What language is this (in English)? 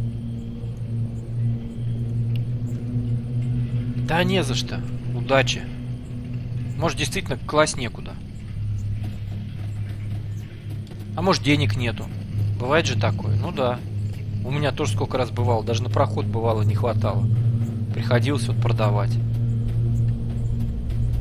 Russian